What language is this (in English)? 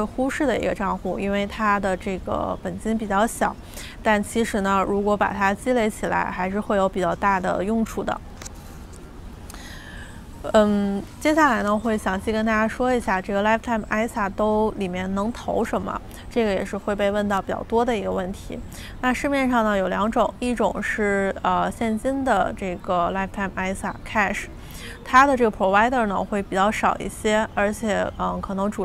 Chinese